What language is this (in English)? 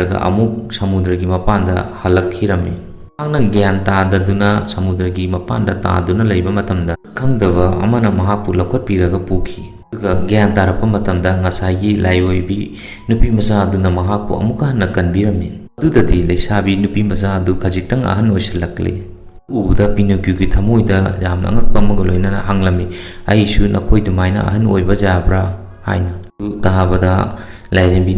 Manipuri